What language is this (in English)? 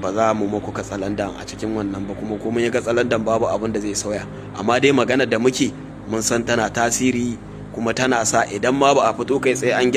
Hausa